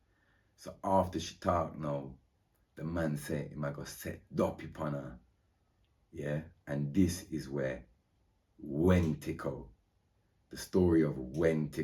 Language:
Jamaican Creole English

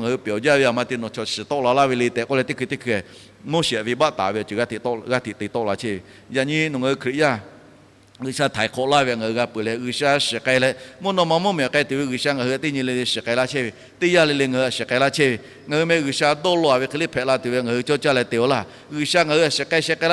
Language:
Lahu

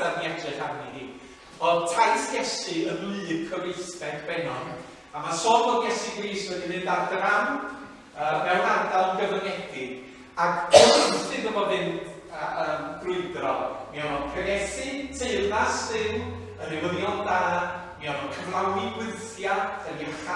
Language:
Welsh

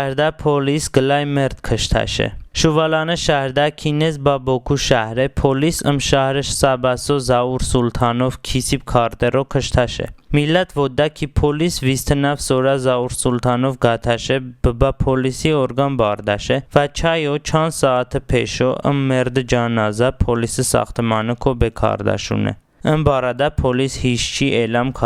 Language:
Talysh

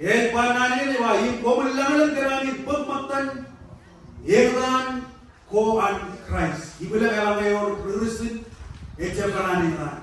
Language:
Marshallese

